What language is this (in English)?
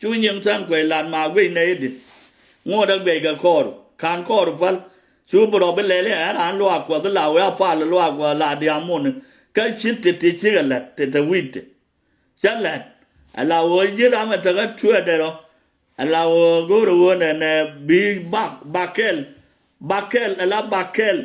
Nuer